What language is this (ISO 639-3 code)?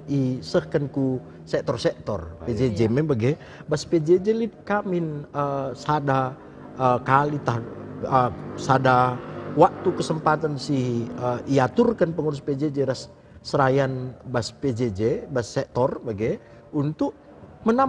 btx